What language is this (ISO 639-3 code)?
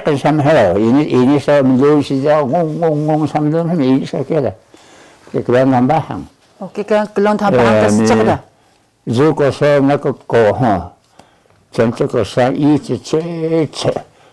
trv